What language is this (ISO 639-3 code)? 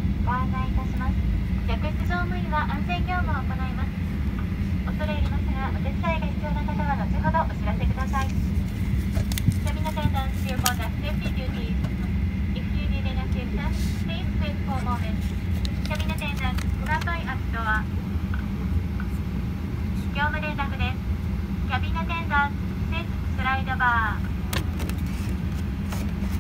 jpn